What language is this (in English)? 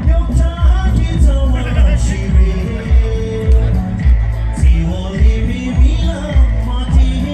Tibetan